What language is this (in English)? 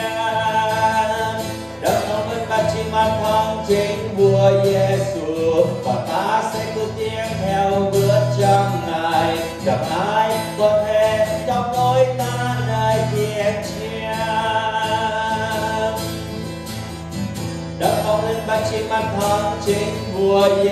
Vietnamese